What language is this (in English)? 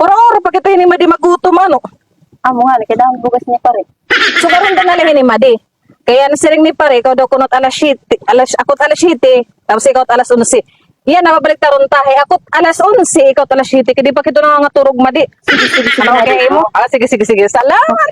Waray